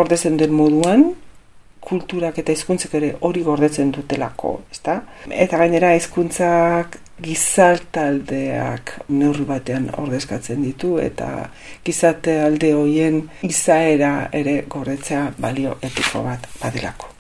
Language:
Basque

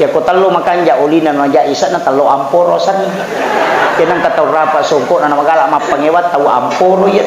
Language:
Buginese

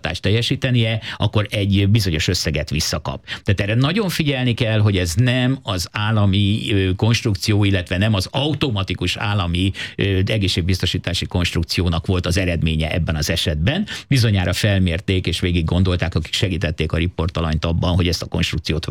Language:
Hungarian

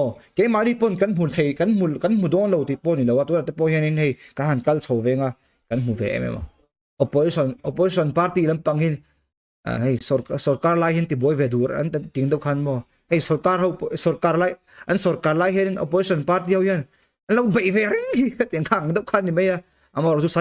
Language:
Mizo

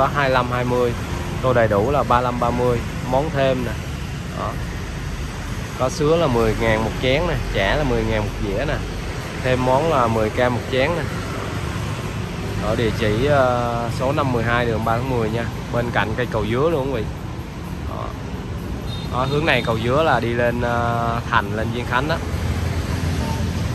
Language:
Vietnamese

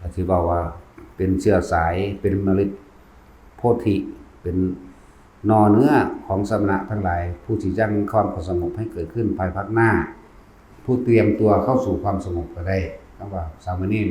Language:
Northeastern Thai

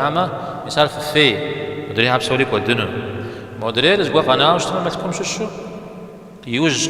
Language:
Kabardian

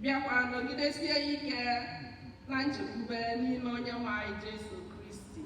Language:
Igbo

